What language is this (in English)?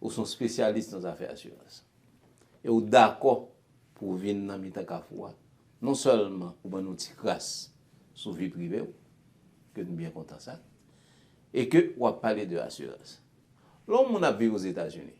Haitian Creole